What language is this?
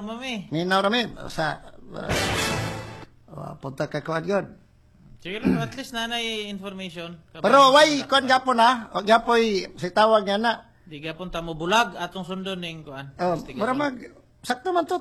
Cebuano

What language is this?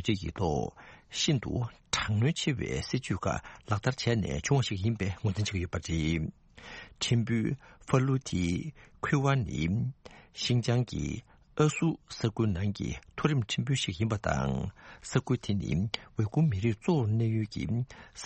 Tibetan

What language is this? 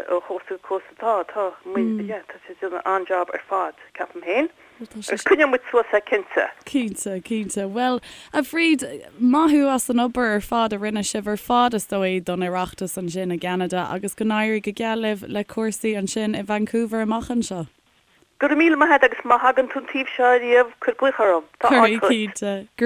Irish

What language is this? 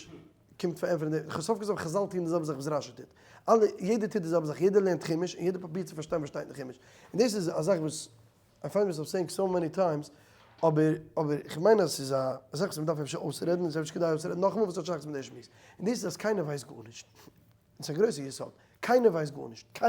Yiddish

